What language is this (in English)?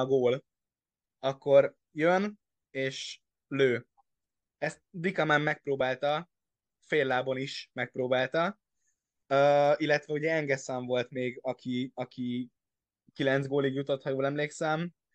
Hungarian